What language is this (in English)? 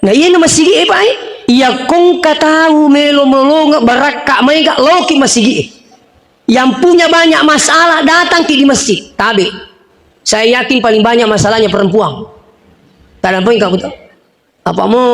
Buginese